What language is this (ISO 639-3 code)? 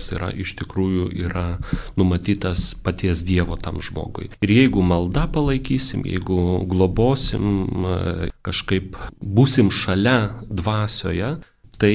lit